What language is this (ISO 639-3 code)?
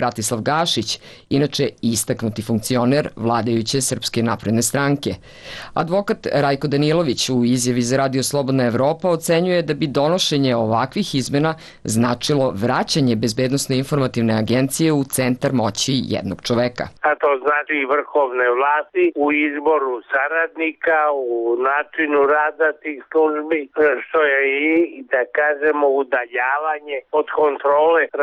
srp